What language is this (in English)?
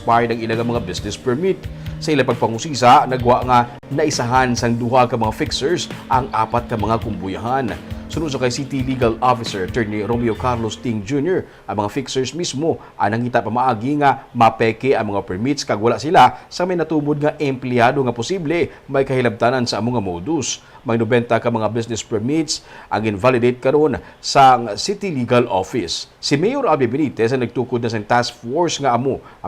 Hiligaynon